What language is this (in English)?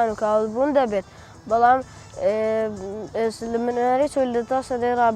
Central Kurdish